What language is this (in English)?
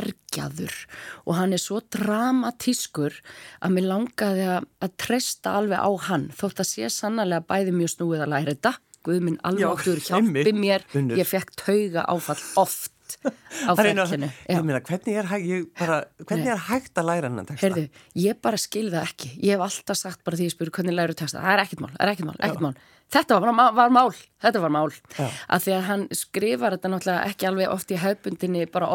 Icelandic